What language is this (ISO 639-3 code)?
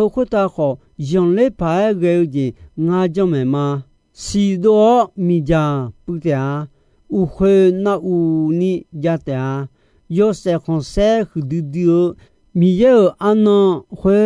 ahk